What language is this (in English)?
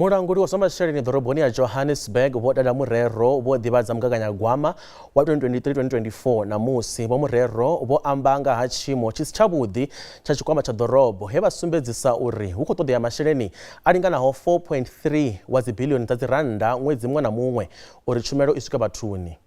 Venda